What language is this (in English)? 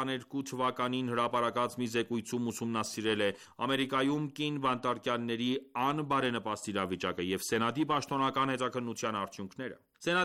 Armenian